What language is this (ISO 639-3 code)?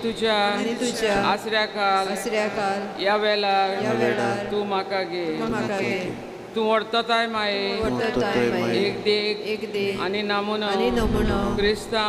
kok